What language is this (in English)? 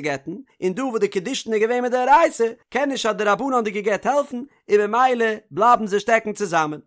Yiddish